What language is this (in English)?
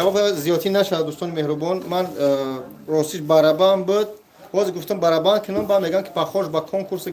Tajik